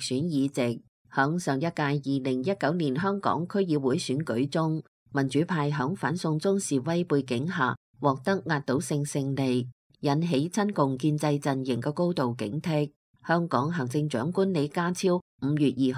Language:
Cantonese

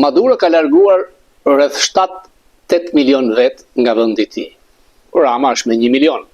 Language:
Albanian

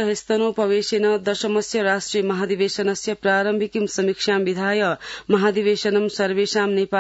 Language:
Sanskrit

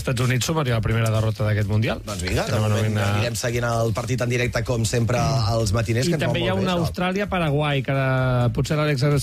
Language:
Catalan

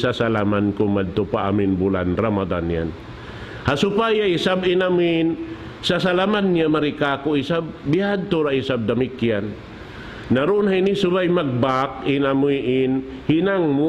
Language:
Tausug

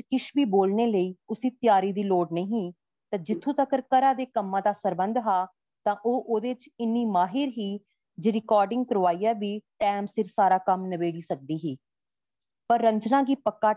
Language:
Dogri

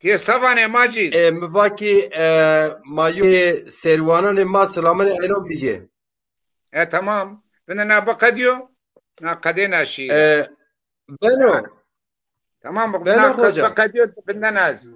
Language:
Zaza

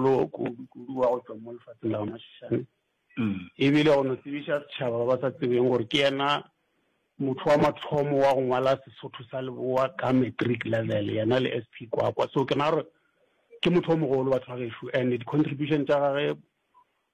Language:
Northern Sotho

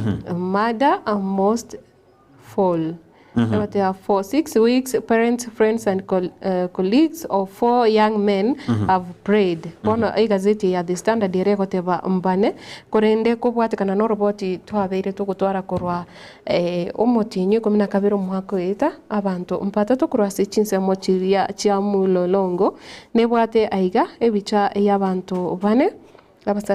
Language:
Gusii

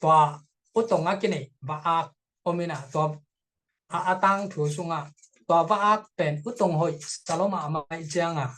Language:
Tedim Chin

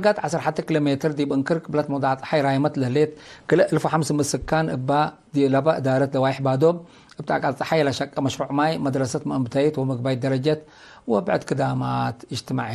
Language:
Tigre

